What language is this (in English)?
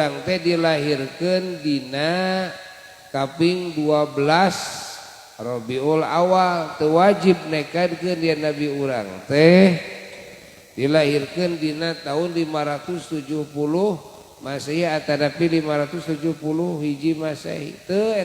Sundanese